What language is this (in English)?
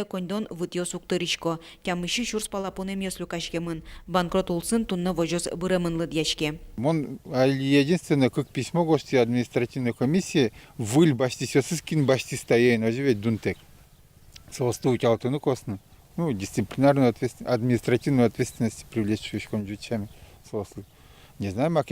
Udmurt